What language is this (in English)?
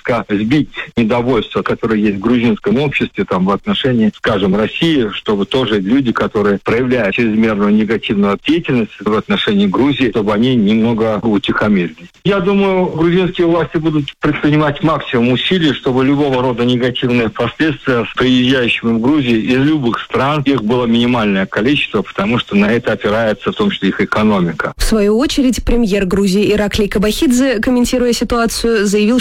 Russian